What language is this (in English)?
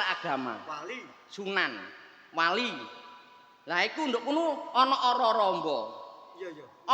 Javanese